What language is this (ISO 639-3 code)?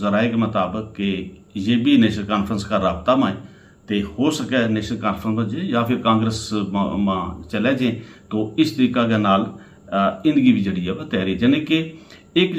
gju